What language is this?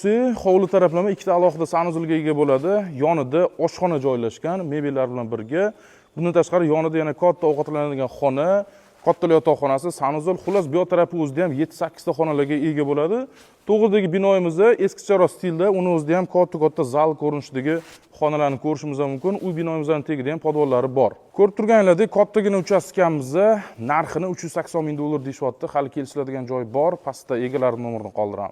Uzbek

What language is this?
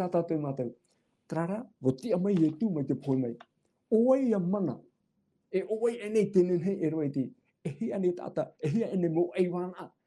Tahitian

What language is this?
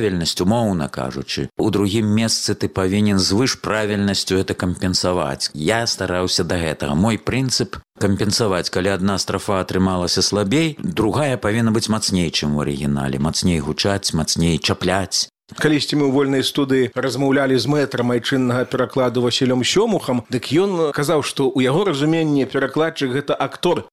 Belarusian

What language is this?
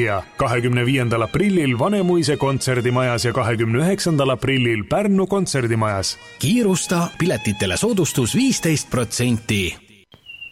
Estonian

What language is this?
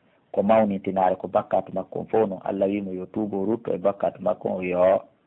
Pular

